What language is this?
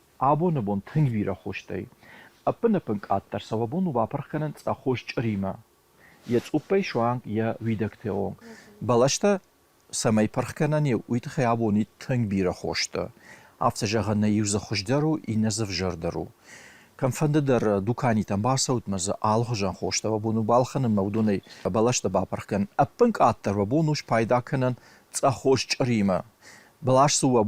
Ossetic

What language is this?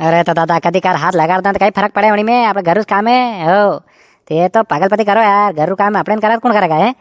Rajasthani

